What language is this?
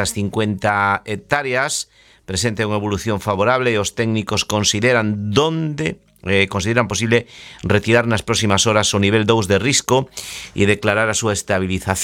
Galician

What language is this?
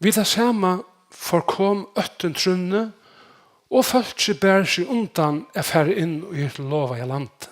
Faroese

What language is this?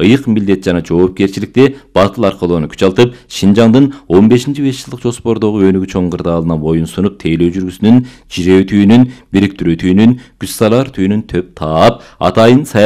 Kyrgyz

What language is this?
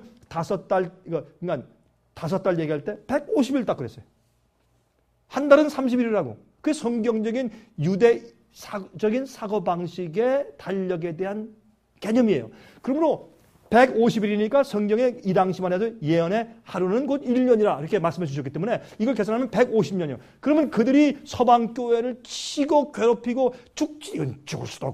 Korean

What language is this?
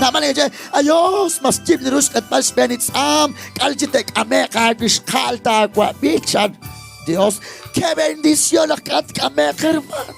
Kekchí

